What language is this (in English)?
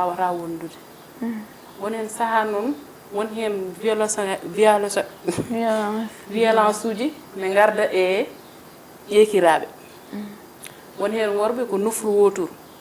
Fula